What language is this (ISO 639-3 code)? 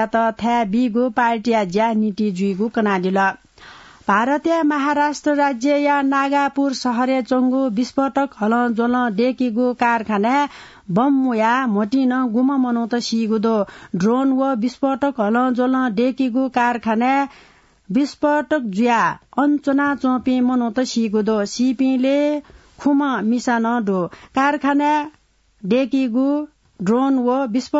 new